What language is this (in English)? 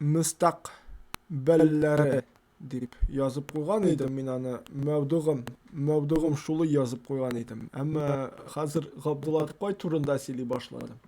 Tatar